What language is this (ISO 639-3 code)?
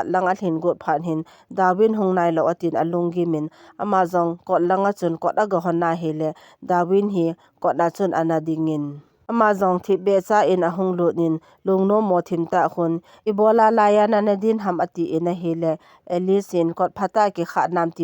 tcz